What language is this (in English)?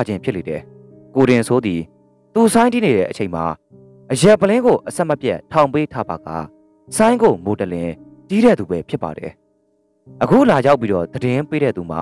Burmese